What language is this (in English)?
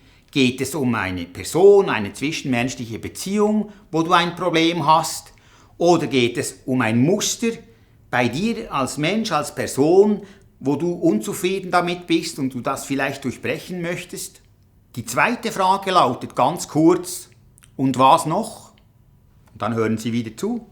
Swiss German